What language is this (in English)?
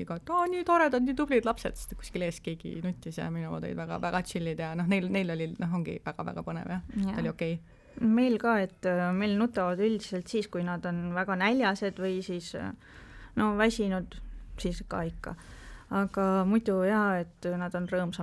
Estonian